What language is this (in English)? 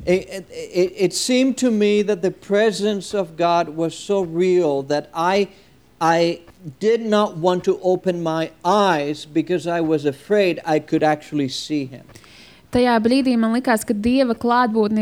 Latvian